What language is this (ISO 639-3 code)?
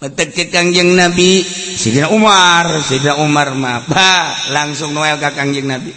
sun